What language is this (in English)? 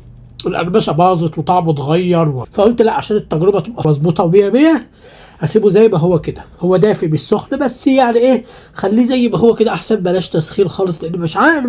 Egyptian Arabic